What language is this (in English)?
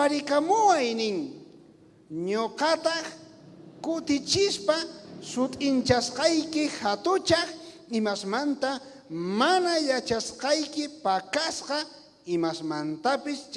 South Bolivian Quechua